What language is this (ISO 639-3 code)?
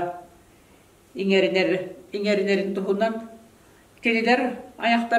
sah